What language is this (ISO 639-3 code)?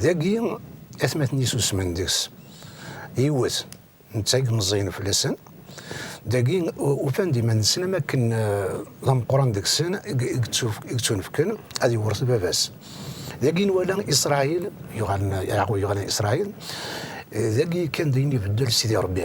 kab